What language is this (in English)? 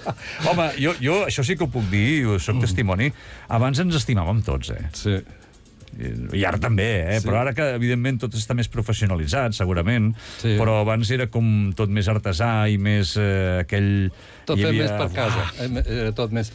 Catalan